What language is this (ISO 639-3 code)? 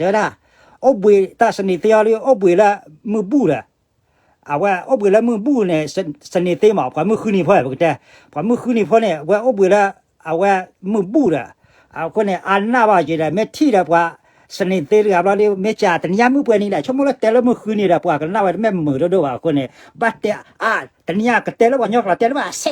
ksw